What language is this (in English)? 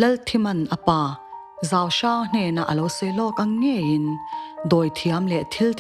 Mizo